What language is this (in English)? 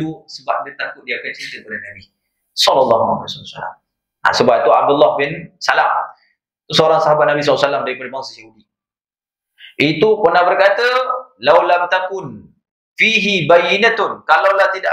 Malay